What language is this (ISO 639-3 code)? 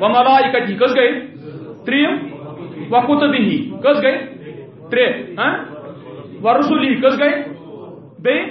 kas